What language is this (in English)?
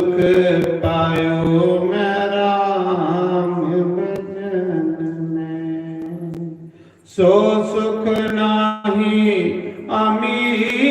Dogri